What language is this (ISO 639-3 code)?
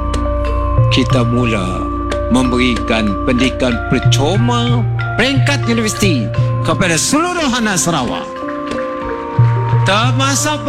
msa